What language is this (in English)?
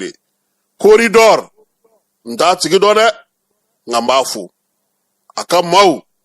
Bambara